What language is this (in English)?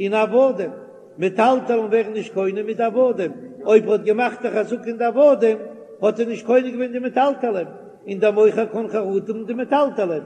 Yiddish